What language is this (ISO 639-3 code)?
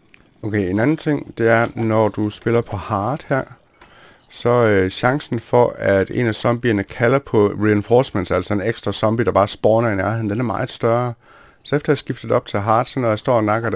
dan